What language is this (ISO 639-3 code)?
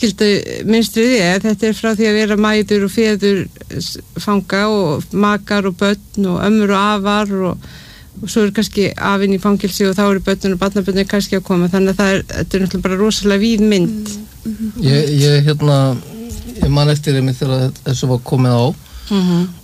isl